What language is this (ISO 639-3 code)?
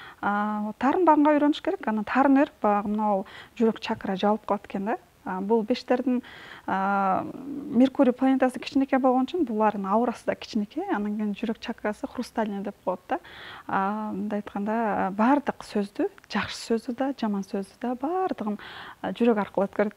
kir